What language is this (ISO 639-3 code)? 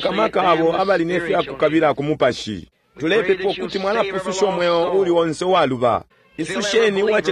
bem